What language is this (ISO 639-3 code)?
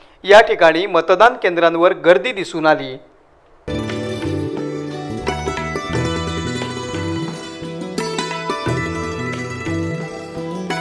mar